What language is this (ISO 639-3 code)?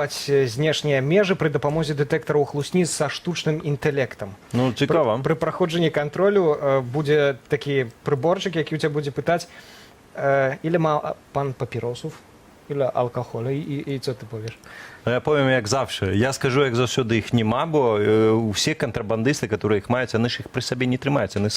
bel